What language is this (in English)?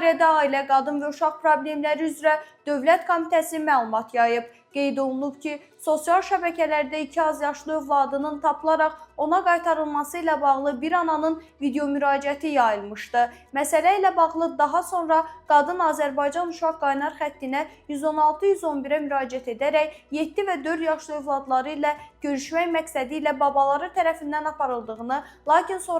Azerbaijani